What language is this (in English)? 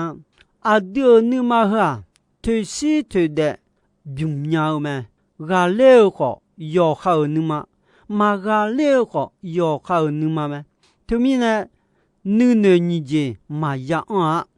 Akha